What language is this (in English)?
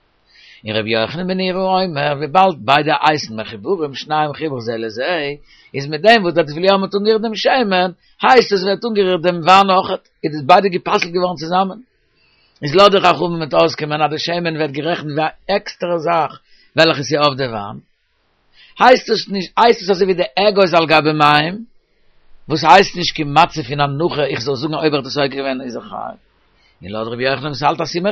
Yiddish